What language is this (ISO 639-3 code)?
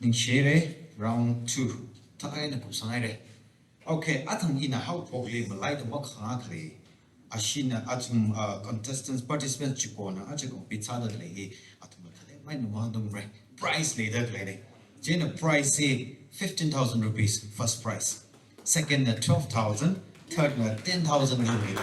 nmf